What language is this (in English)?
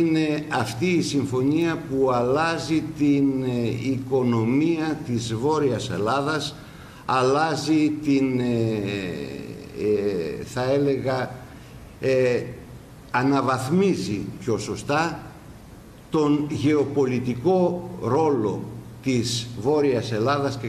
Greek